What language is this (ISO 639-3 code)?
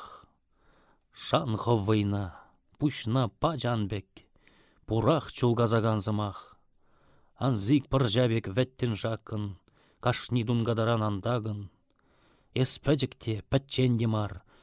chv